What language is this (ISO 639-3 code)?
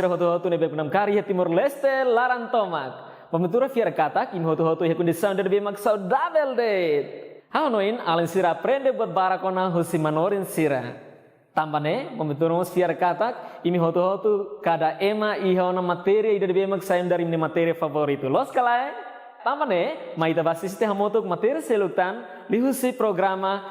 tet